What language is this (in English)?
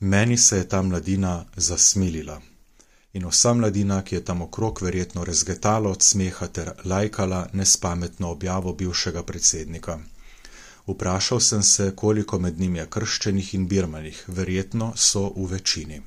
Slovenian